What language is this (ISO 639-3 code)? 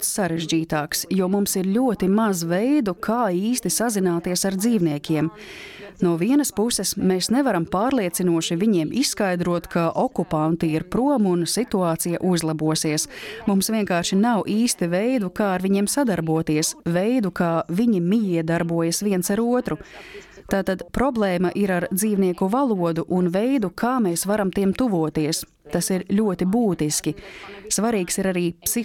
lav